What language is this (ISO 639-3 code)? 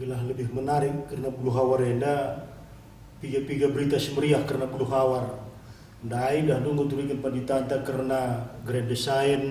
btx